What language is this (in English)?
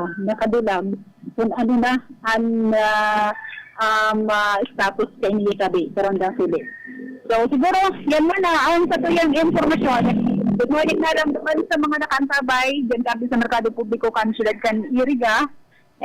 Bikol